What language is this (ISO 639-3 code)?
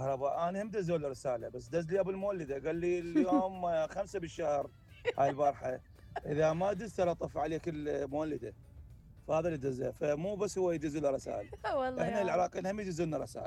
acm